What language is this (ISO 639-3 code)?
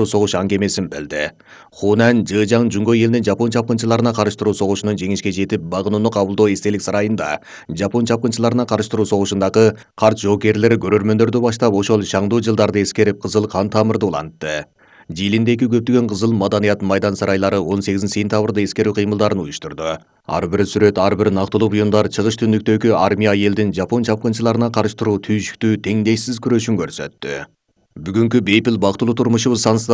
kir